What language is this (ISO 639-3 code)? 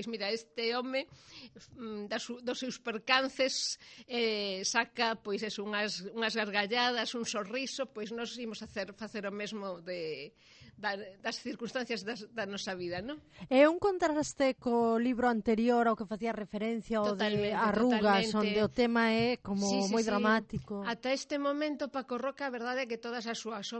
glg